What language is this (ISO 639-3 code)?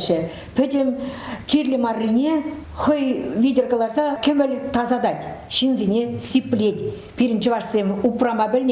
chv